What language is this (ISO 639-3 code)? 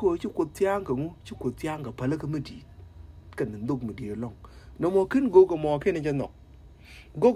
nus